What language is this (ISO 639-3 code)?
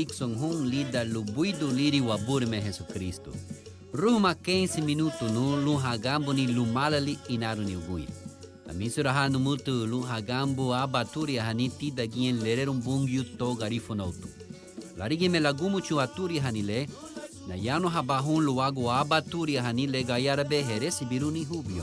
cab